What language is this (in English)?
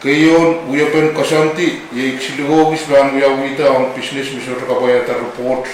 Pohnpeian